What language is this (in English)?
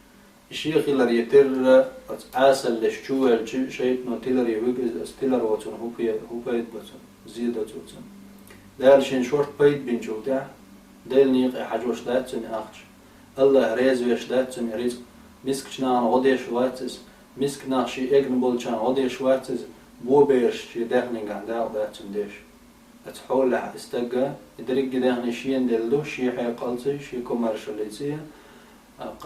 Chechen